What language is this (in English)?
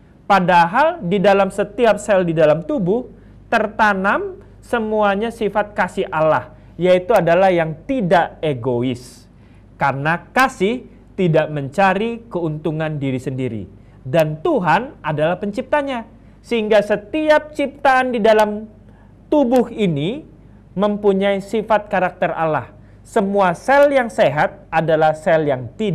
Indonesian